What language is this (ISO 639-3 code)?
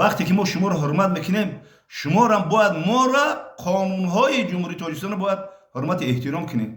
tgk